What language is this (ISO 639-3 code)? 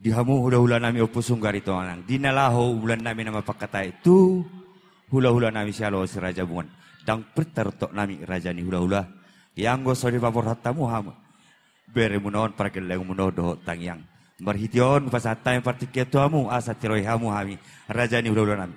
bbc